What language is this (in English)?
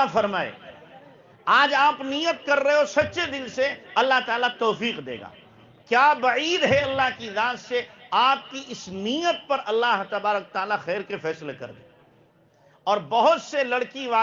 Urdu